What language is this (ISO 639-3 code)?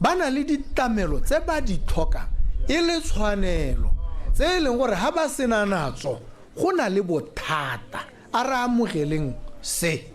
tsn